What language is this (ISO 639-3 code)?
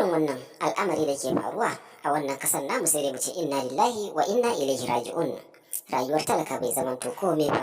hau